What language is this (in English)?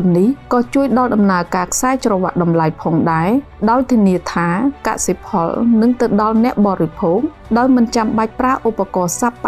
Khmer